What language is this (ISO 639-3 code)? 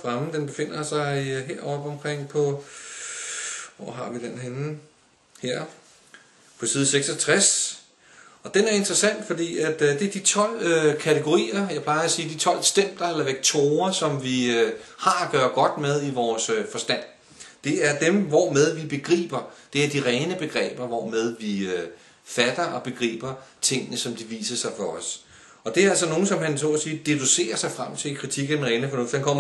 dan